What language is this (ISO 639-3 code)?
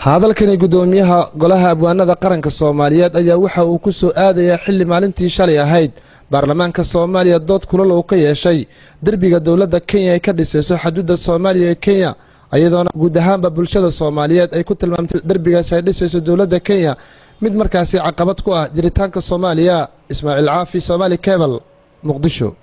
som